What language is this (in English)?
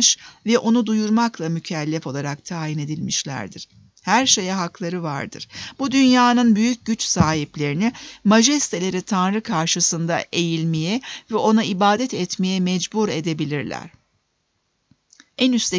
Turkish